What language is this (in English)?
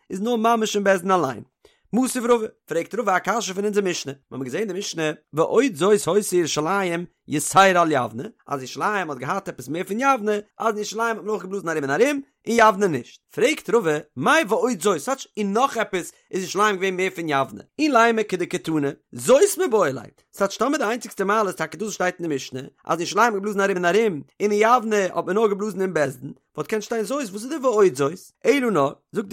Yiddish